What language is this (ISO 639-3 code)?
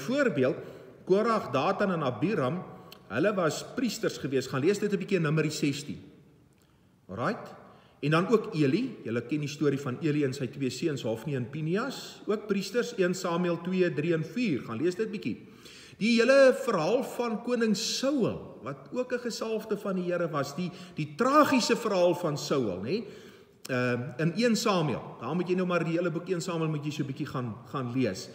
afr